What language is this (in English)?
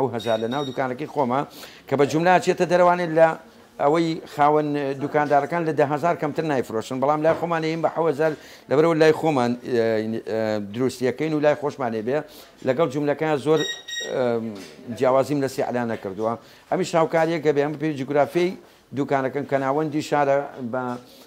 Central Kurdish